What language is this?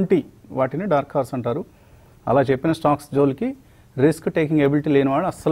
Telugu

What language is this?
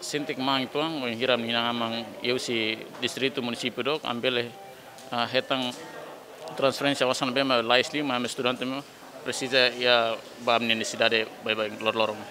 Tetum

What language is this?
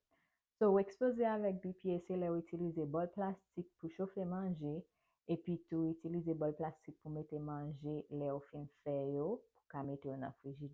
Haitian Creole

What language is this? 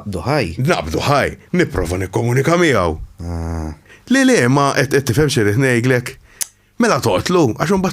Maltese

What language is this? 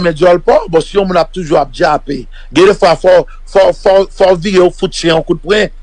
Haitian Creole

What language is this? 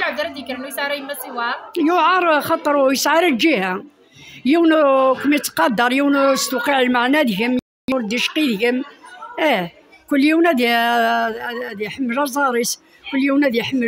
Kabyle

